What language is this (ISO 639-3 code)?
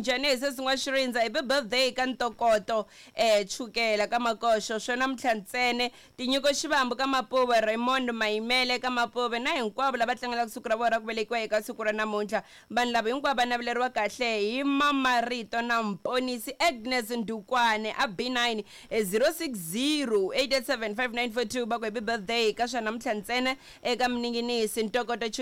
tso